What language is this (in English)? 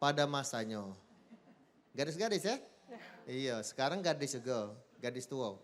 Musi